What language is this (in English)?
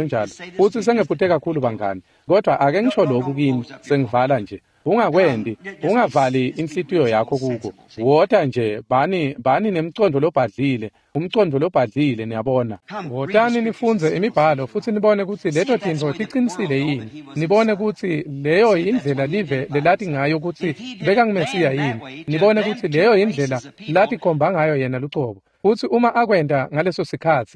Swati